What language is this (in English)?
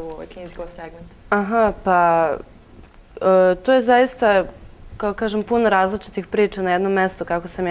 Serbian